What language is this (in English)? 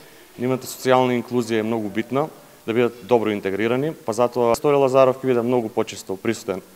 Macedonian